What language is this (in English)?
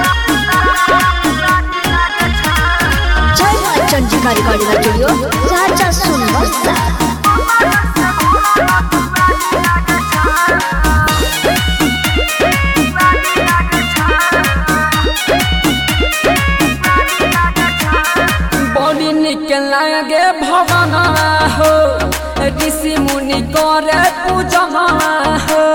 Bhojpuri